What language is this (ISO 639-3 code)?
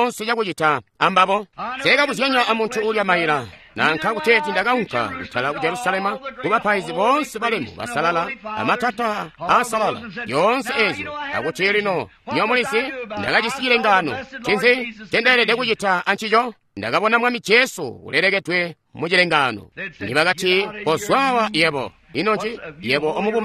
toi